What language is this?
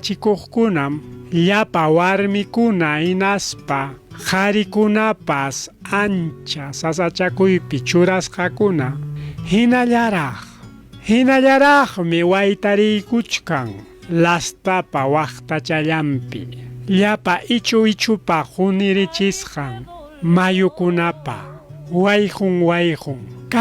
Ayacucho Quechua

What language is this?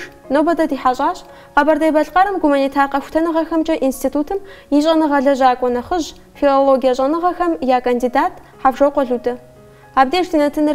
Kabardian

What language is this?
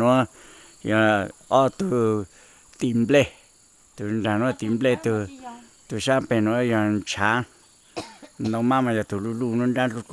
Hmong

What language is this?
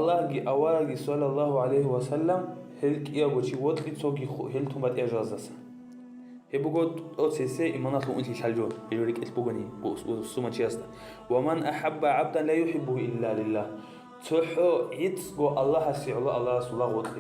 Avaric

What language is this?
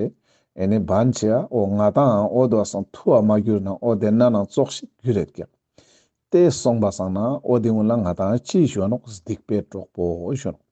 Ladakhi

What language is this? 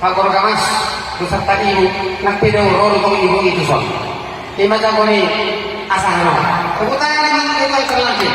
Batak Toba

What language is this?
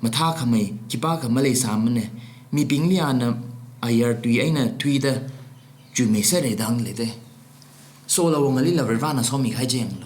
Tangkhul Naga (India)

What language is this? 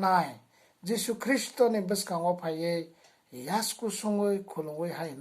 Kok Borok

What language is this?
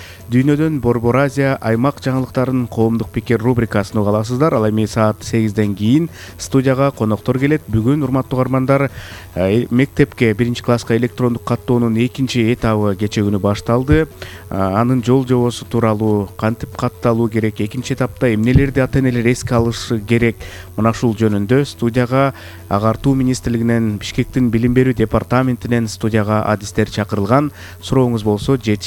Kyrgyz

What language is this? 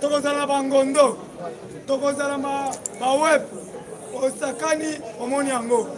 Lingala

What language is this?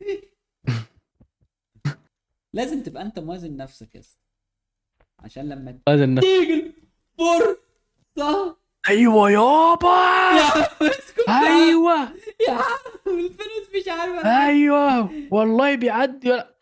Egyptian Arabic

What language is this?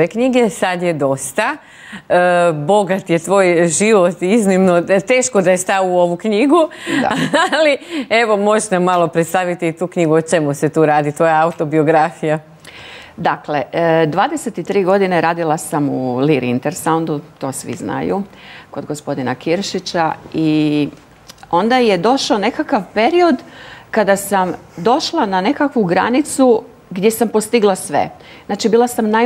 Croatian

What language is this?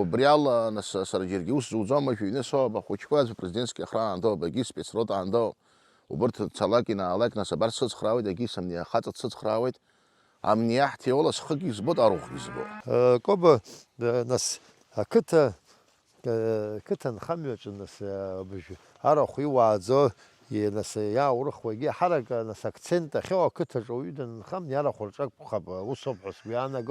Abkhazian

